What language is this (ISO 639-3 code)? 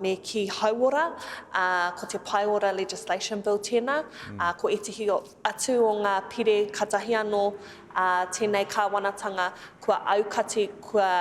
mri